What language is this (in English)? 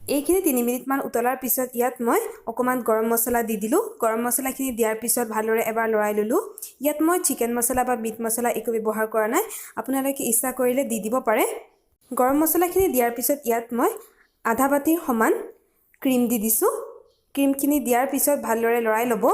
Assamese